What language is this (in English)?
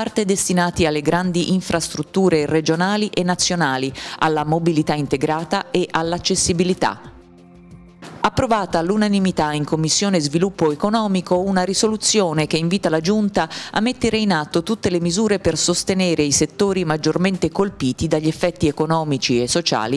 Italian